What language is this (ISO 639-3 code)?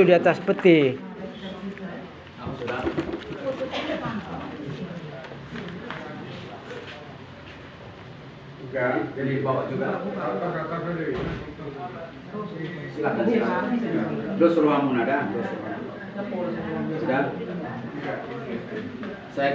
ind